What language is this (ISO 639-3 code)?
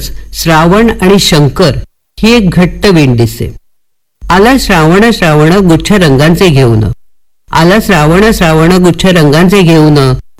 mar